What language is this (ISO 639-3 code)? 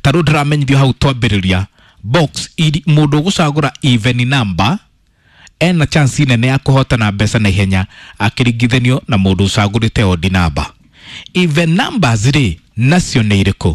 kik